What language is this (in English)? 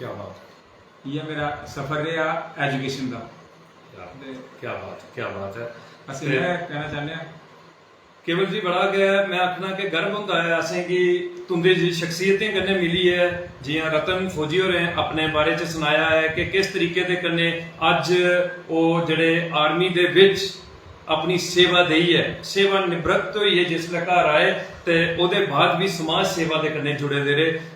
Dogri